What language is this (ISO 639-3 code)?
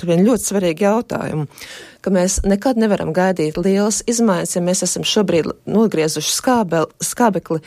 lav